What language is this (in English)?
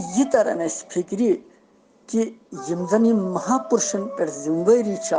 Kashmiri